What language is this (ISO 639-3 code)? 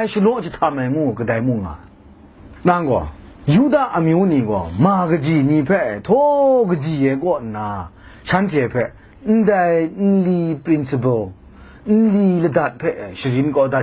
kac